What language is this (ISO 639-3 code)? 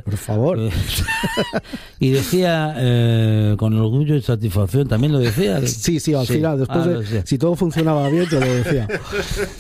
spa